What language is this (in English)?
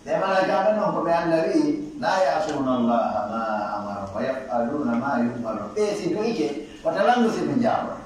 Pular